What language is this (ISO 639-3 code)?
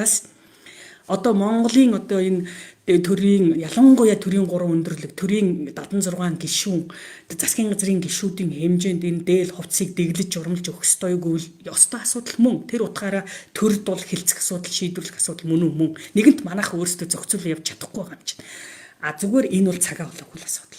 mon